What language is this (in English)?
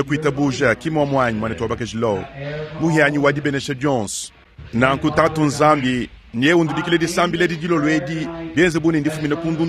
Luba-Lulua